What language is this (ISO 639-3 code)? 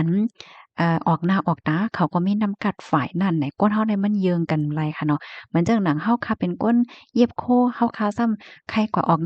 shn